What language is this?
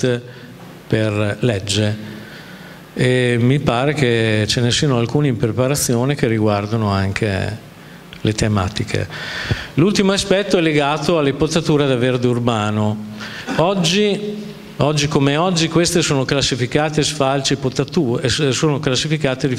Italian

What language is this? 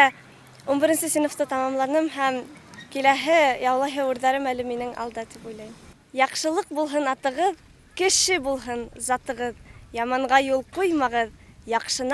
Bashkir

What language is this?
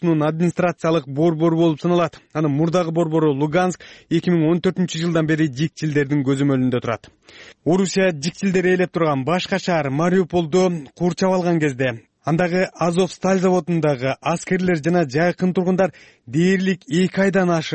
Kyrgyz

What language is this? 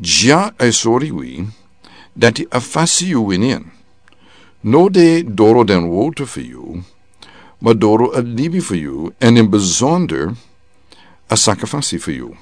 Sranan Tongo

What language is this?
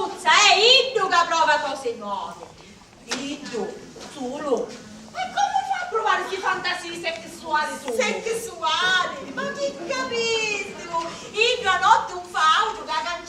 Sicilian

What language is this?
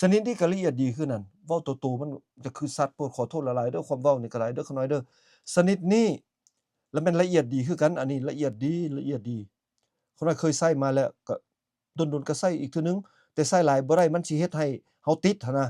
Lao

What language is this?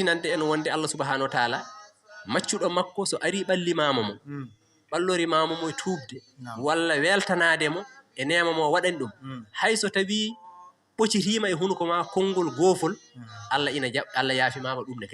Fula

